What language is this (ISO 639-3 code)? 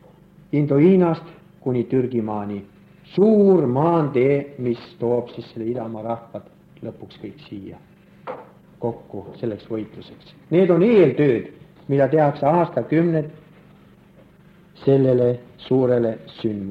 est